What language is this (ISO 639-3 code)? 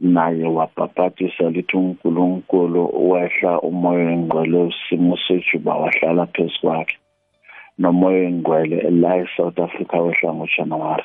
nbl